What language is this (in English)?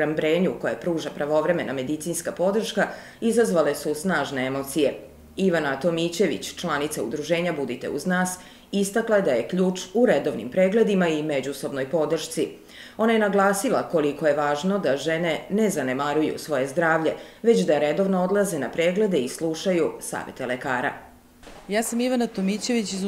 Serbian